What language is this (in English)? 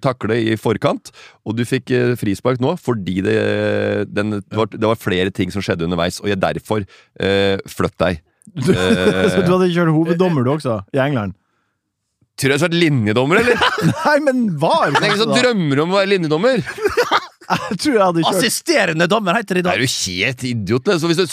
Norwegian